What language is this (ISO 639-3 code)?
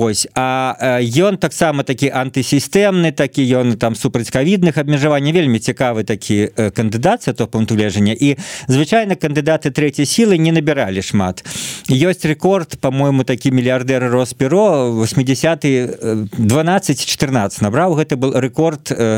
bel